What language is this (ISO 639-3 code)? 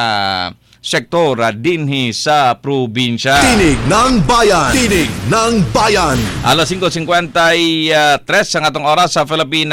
ceb